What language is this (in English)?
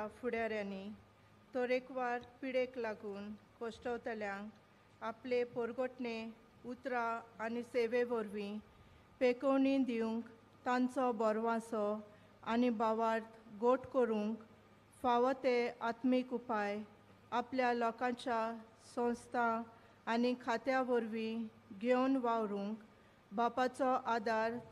Konkani